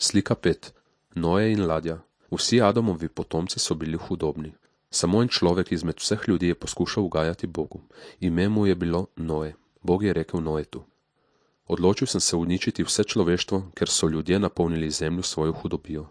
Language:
Slovenian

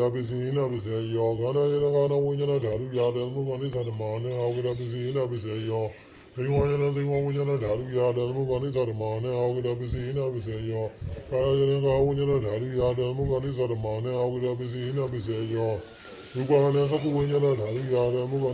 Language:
Burmese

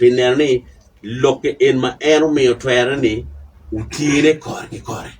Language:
Acoli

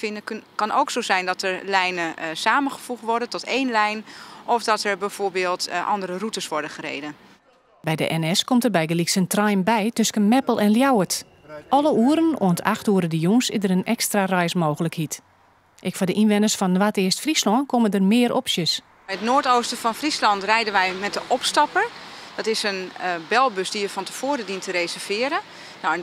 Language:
Western Frisian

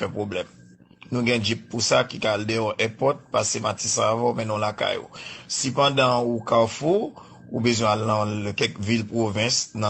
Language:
Haitian Creole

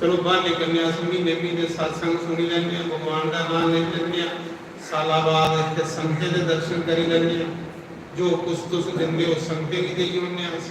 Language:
Dogri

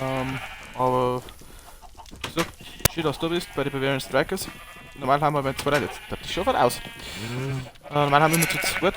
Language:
Bavarian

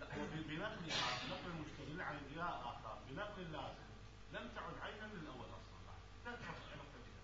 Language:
Mesopotamian Arabic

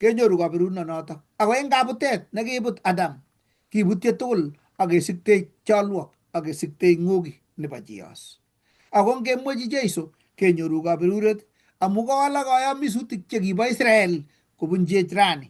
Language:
Kalenjin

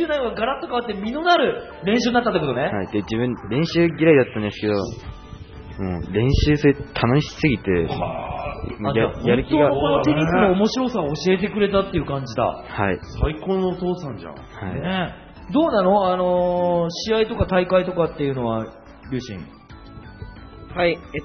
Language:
Japanese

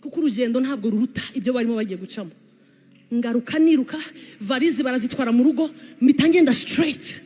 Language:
Kinyarwanda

